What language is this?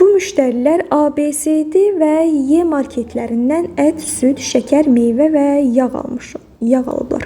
Azerbaijani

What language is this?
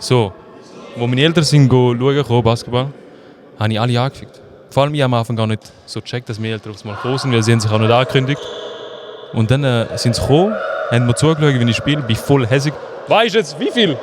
Swiss German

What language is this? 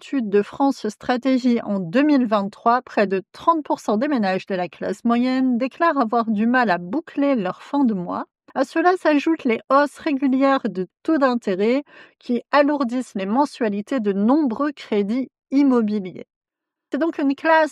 French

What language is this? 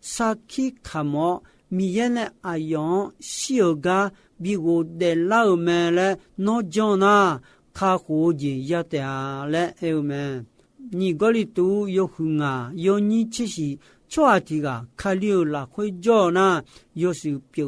Akha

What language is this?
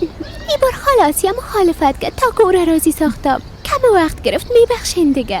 Persian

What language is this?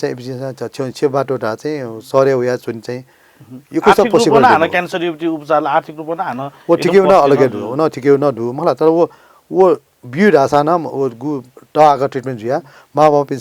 Newari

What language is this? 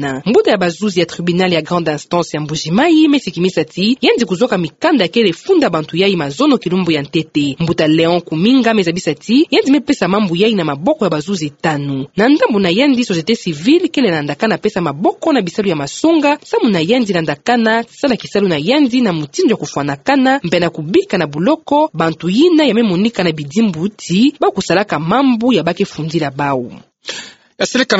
Kituba (Democratic Republic of Congo)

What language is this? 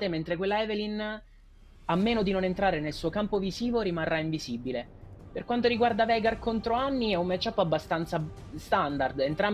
Italian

